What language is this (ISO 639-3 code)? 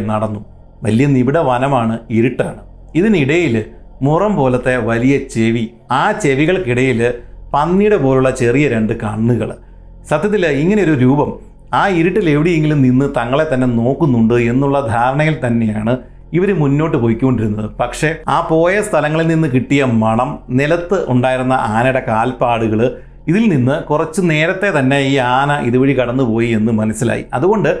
mal